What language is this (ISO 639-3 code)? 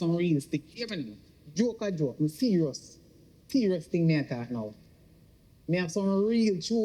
jam